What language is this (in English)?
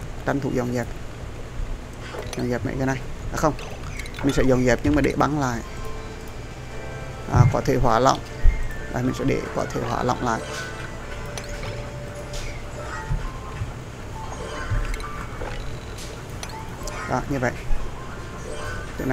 Vietnamese